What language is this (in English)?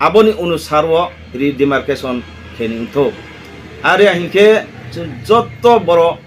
Riang (India)